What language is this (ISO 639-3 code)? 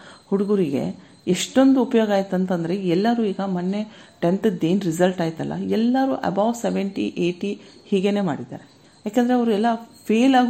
kan